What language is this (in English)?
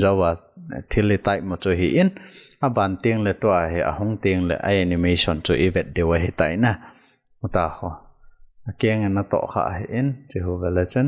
Thado Chin